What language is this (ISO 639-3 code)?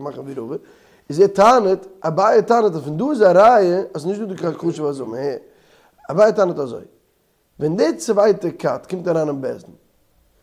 yid